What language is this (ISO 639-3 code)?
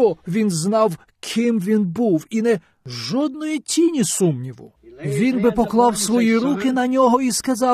ukr